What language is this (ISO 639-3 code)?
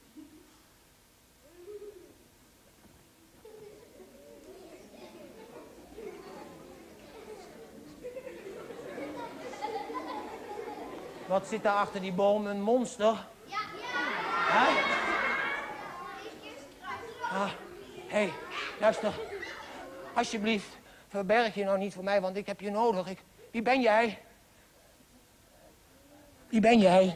nld